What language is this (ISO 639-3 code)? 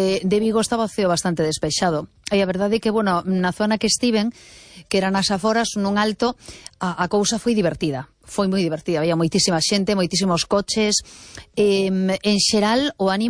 glg